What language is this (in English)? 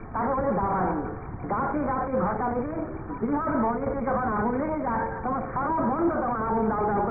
Bangla